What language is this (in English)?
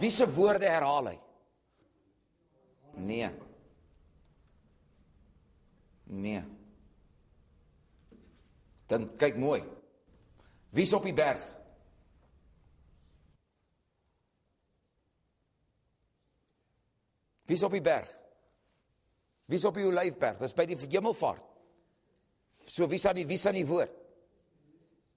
Afrikaans